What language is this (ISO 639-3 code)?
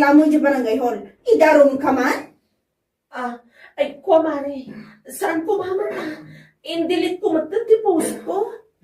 ilo